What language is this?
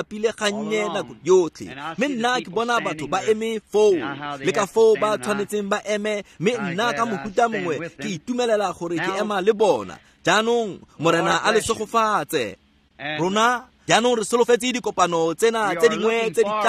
Tswana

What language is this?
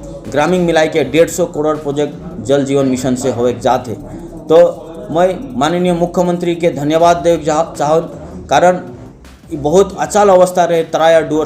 Sadri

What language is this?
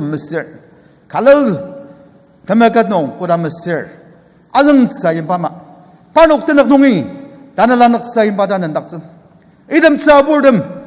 Ao Naga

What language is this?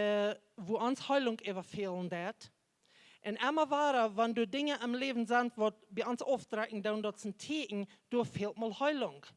Plautdietsch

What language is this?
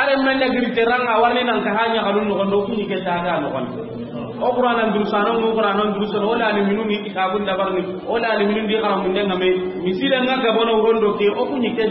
Soninke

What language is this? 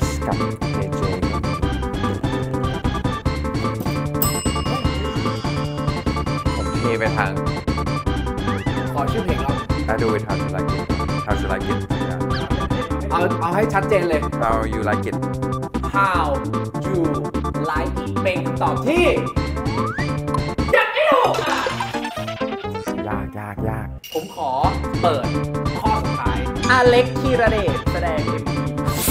Thai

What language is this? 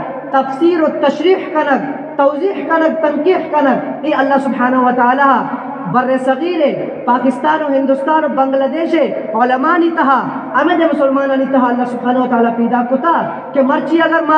Eastern Balochi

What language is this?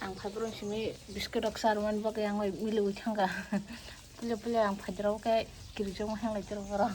Kok Borok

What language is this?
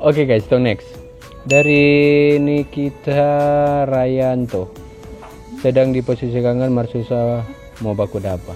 Manado Malay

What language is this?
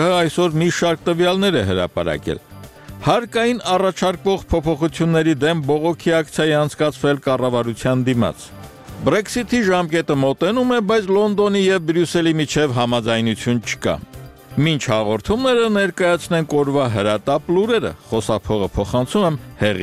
Armenian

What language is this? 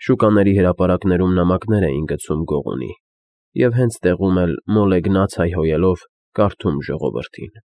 Armenian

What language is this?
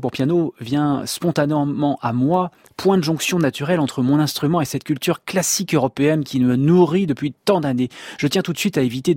French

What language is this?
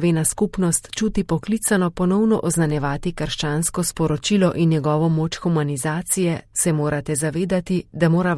Slovenian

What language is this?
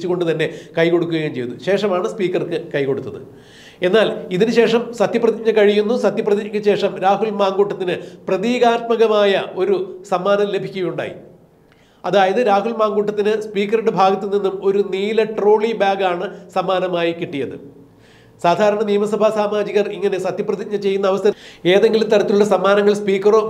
Malayalam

